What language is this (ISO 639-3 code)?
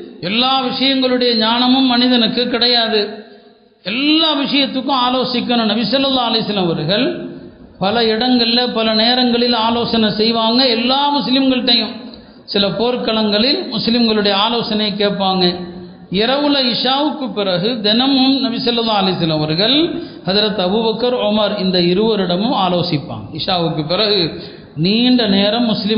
tam